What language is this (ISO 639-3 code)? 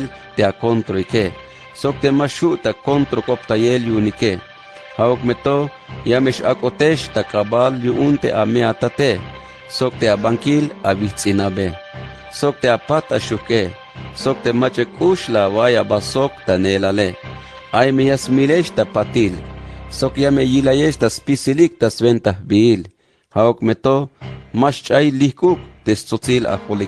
tzh